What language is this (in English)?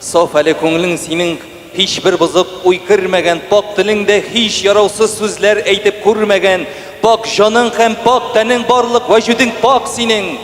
Tatar